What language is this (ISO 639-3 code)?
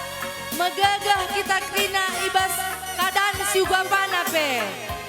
btx